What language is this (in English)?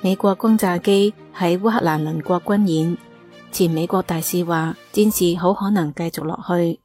Cantonese